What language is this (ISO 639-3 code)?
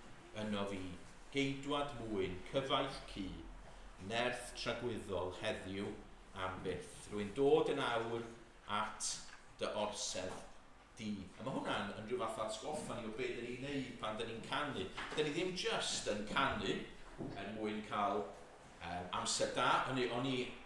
cym